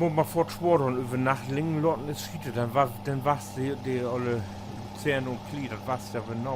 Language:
Low German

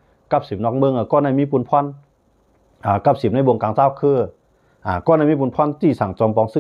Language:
Shan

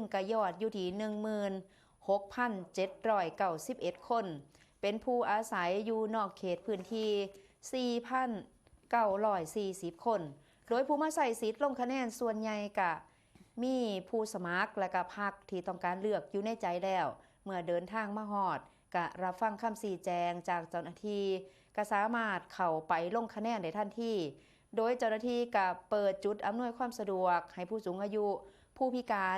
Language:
Northeastern Thai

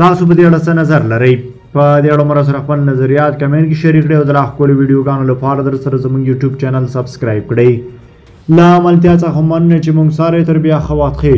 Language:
Pashto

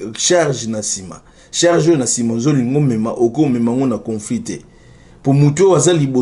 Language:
Lingala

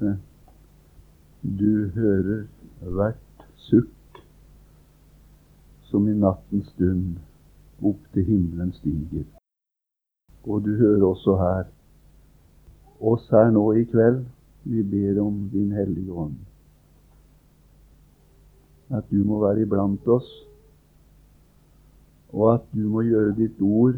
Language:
Norwegian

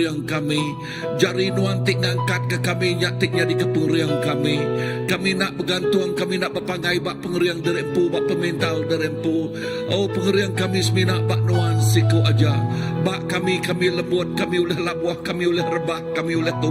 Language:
Iban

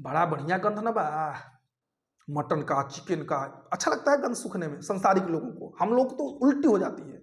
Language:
Bhojpuri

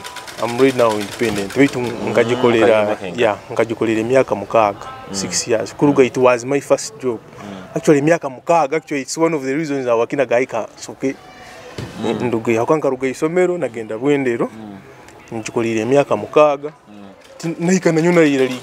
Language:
Nyoro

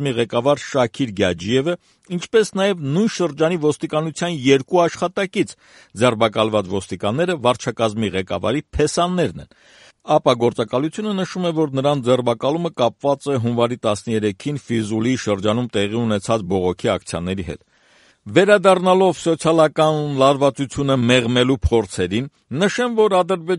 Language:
Armenian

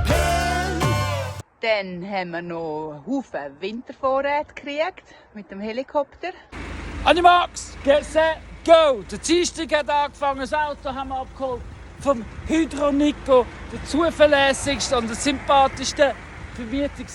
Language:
Swiss German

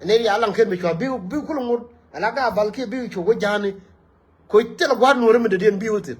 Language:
Nuer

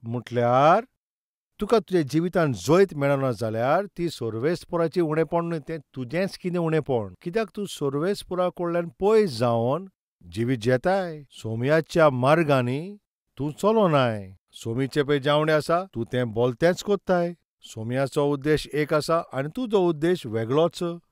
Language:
Konkani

